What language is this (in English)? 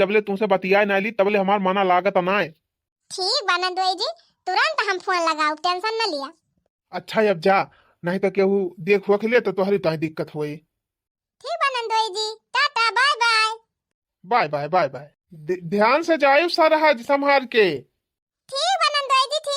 Awadhi